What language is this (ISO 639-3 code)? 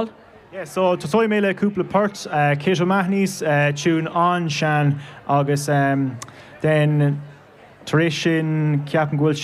gle